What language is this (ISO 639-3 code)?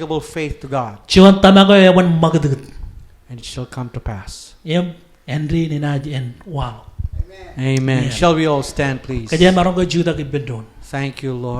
mah